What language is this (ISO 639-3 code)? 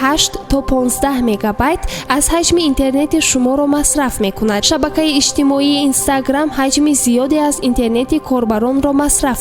tgk